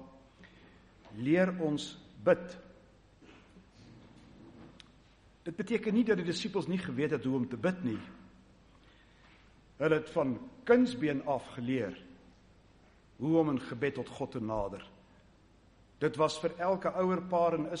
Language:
Afrikaans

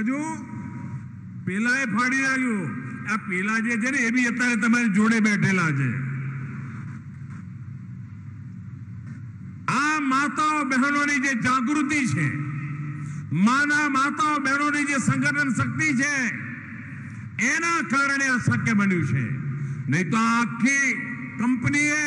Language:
Gujarati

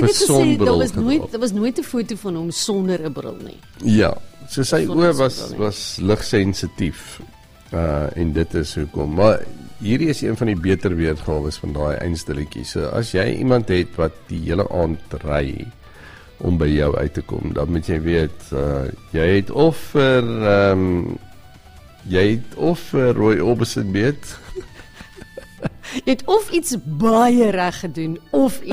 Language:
Afrikaans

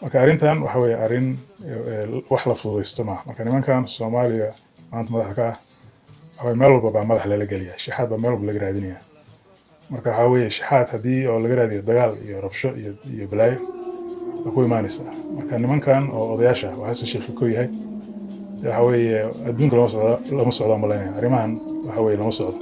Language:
Somali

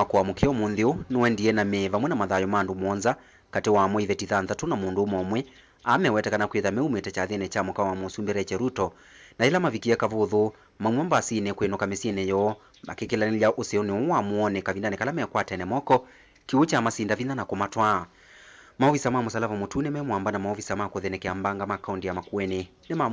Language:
Kamba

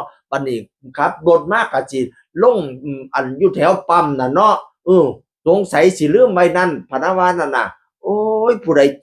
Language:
Northeastern Thai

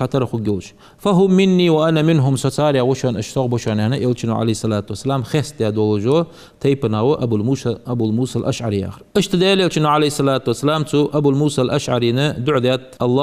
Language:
Ingush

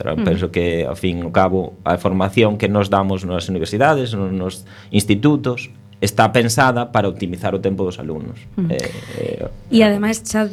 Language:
Galician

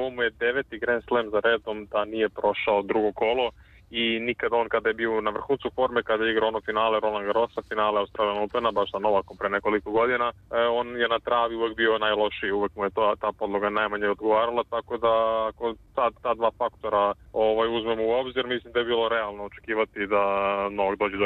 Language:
Serbian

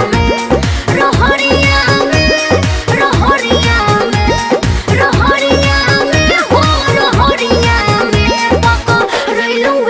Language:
Bhojpuri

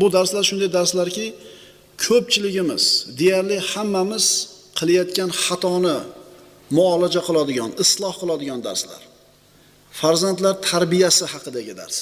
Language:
Uzbek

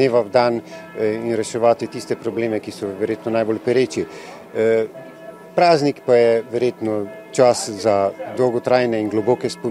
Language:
Slovenian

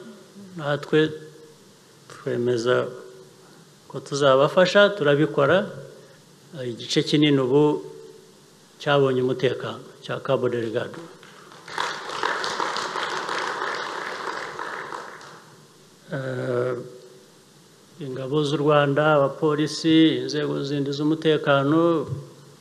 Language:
Kinyarwanda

